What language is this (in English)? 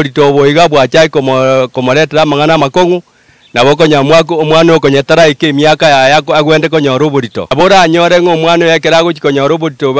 Gusii